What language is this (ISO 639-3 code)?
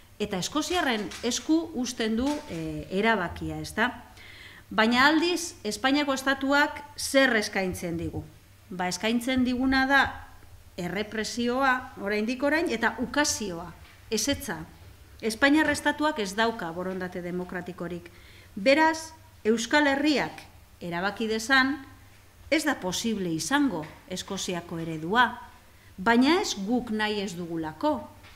eus